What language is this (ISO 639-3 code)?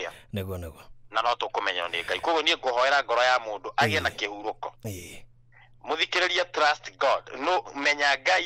kik